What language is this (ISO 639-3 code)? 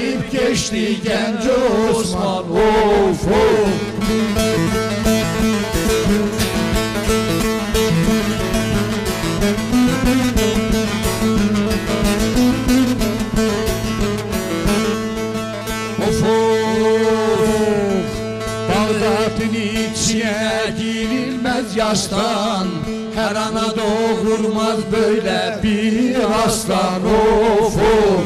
tur